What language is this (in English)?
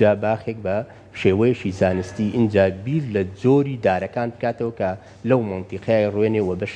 Central Kurdish